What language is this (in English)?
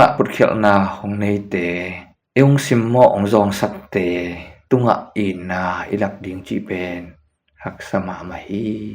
Tedim Chin